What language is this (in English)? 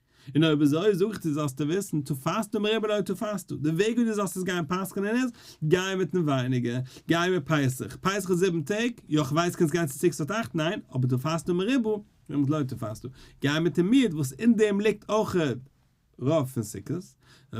Yiddish